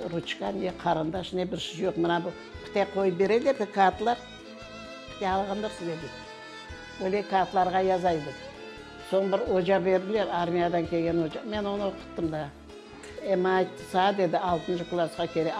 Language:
Crimean Tatar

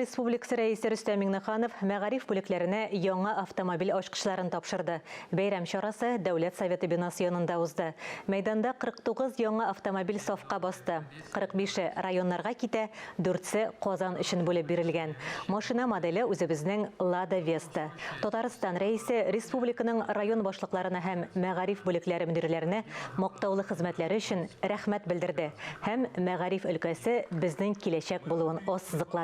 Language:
Tatar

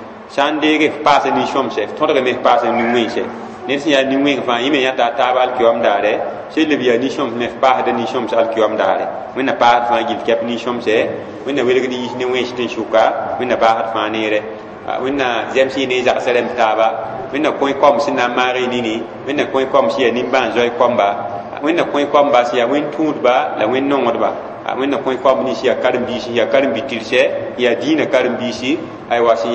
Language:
Mossi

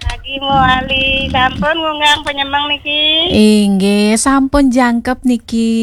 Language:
Balinese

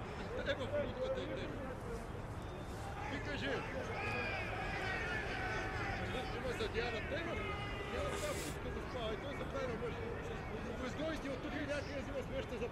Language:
Bulgarian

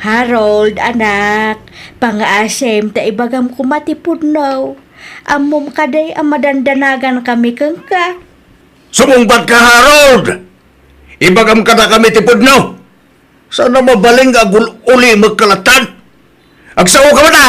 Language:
Iloko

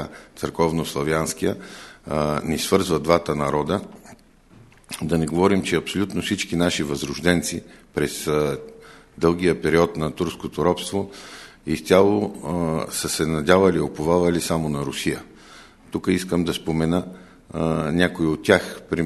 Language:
Bulgarian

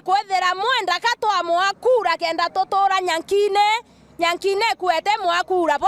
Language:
Meru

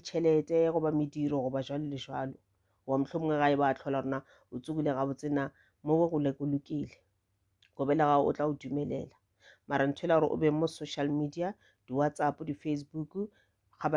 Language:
Northern Sotho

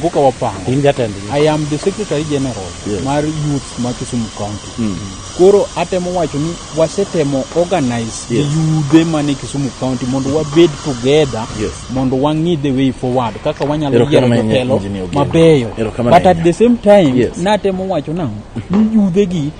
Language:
Luo (Kenya and Tanzania)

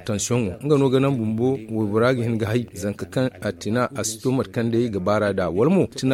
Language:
Zarma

